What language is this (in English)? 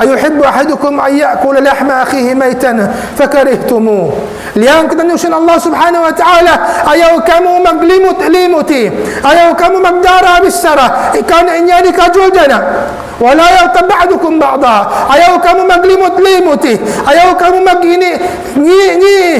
Tausug